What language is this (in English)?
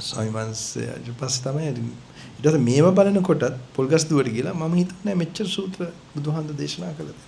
Sinhala